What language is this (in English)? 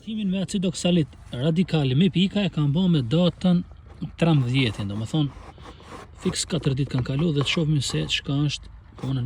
Albanian